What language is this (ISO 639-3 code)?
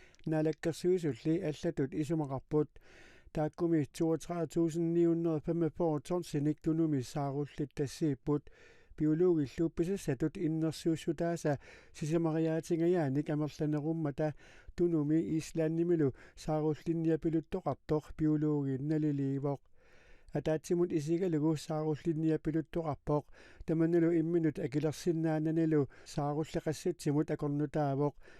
kal